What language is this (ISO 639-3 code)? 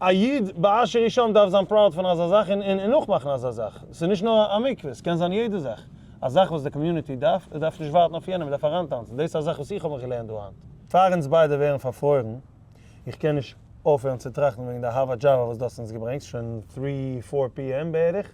yid